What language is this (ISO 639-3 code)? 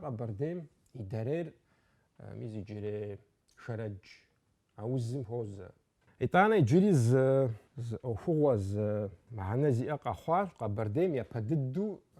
kbd